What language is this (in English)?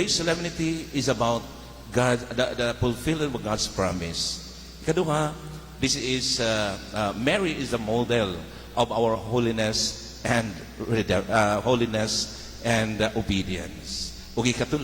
Cebuano